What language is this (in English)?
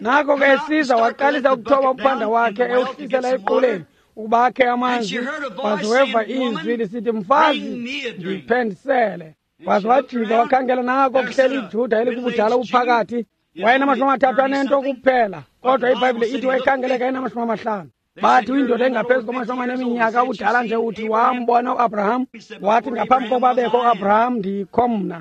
Xhosa